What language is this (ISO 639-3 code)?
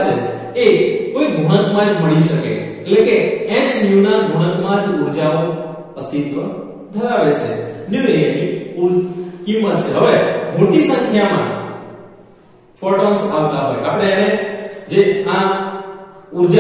guj